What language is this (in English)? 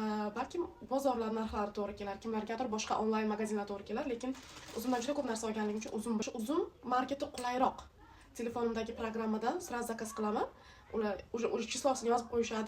Uzbek